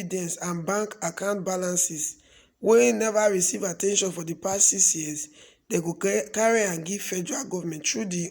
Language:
Nigerian Pidgin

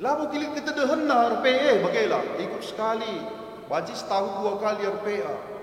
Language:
Batak Karo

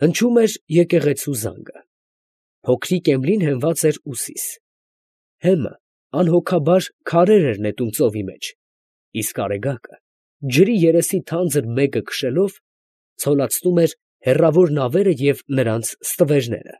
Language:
Armenian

